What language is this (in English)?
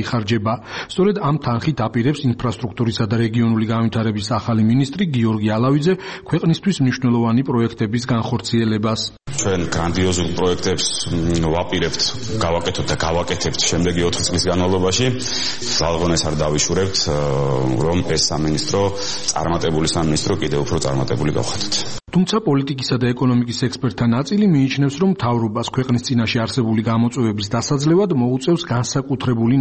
Georgian